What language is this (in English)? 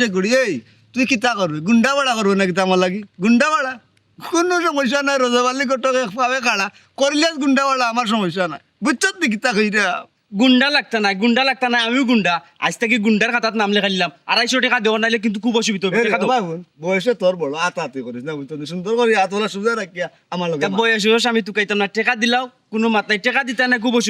Sylheti